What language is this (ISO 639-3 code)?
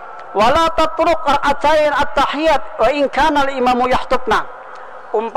bjn